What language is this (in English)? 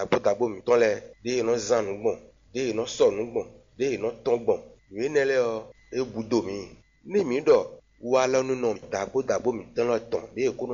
Fon